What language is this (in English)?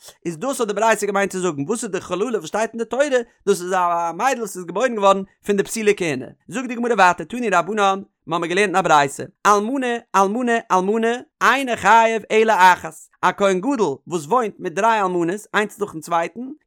Yiddish